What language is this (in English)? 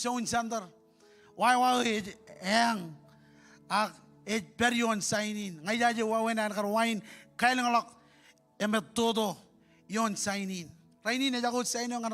Marshallese